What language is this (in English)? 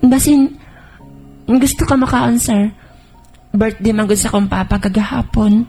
Cebuano